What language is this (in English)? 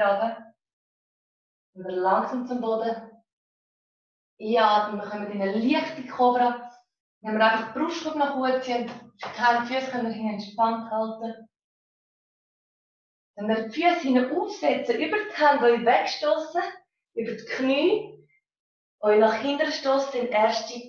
German